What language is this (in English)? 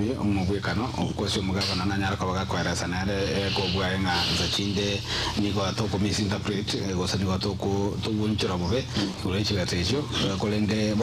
Gusii